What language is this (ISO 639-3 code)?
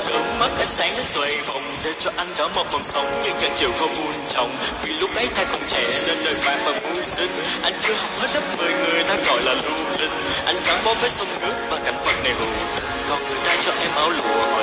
vie